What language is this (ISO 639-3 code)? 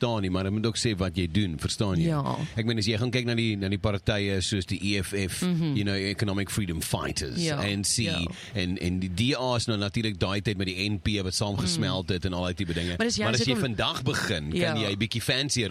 afr